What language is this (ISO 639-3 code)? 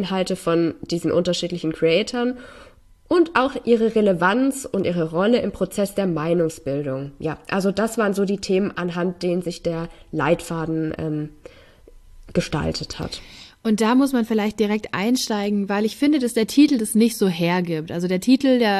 deu